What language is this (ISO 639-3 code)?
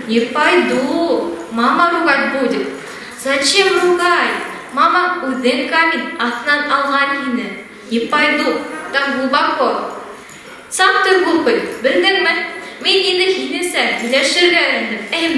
bak